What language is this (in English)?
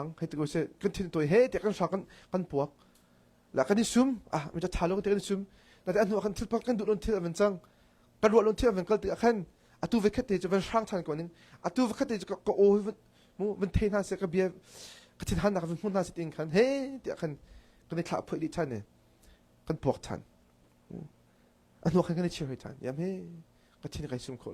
Hakha Chin